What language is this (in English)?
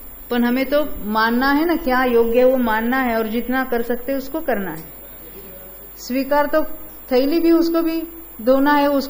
Hindi